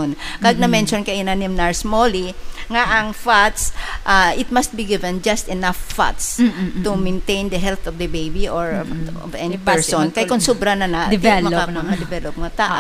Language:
Hiligaynon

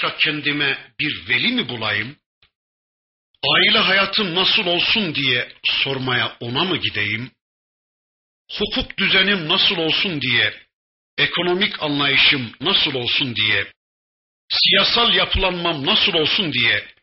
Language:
Turkish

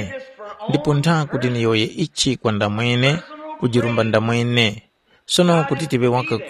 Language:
Tumbuka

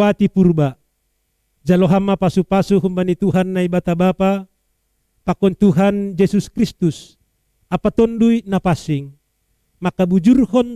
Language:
Batak Simalungun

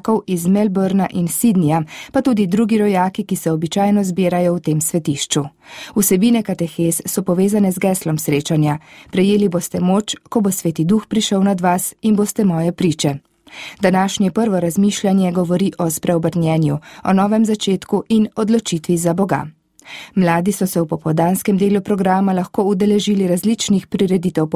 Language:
Slovenian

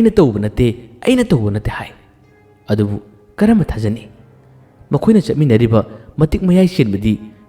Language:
Manipuri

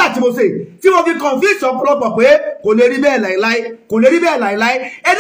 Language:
Yoruba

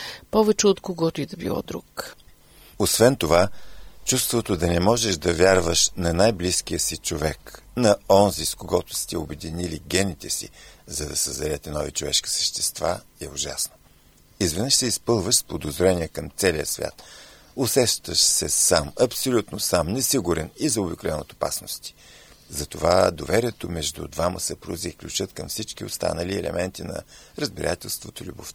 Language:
Bulgarian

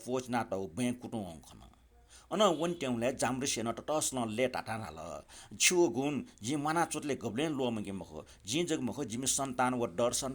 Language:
Newari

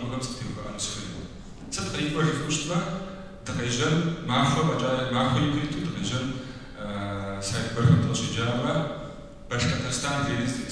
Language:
Kabardian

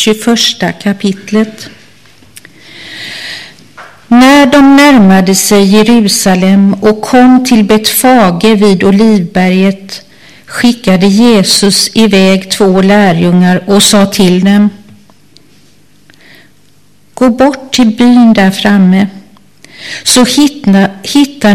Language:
Swedish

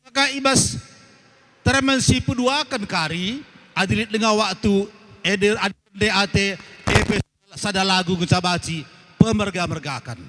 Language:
Batak Karo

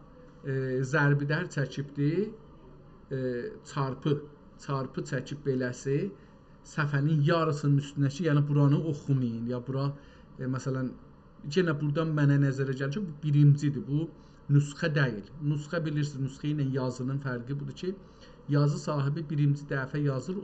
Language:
South Azerbaijani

